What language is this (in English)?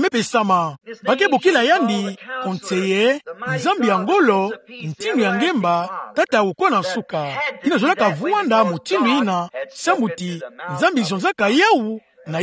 Kituba (Democratic Republic of Congo)